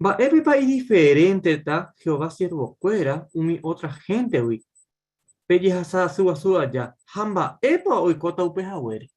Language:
Guarani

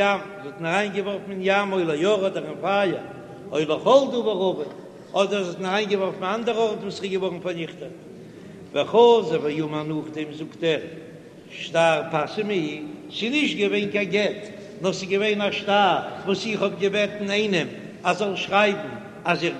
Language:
Yiddish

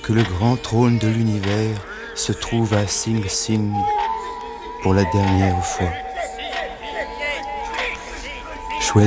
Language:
French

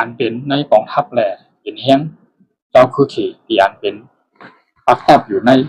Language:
Shan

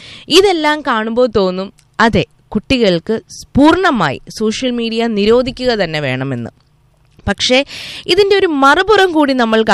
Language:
Malayalam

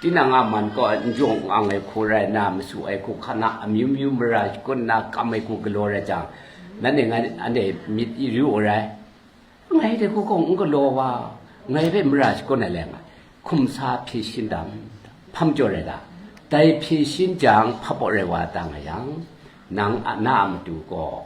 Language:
Kachin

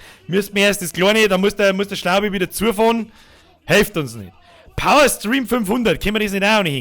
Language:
Bavarian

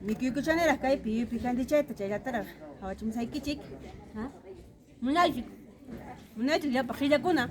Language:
Ayacucho Quechua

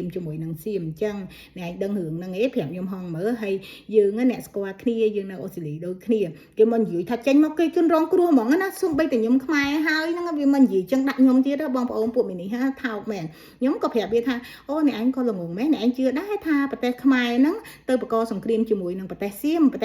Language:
Khmer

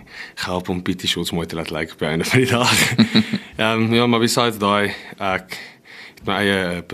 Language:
Afrikaans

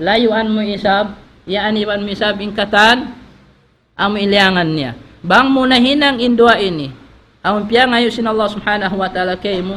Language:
Tausug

